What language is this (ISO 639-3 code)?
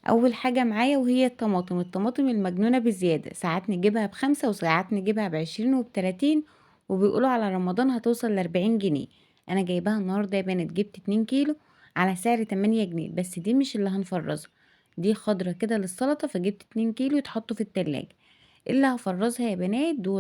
arz